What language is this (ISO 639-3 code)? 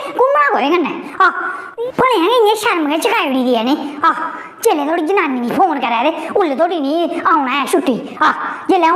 doi